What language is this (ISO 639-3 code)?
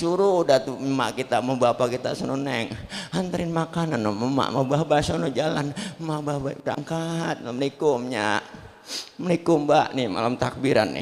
bew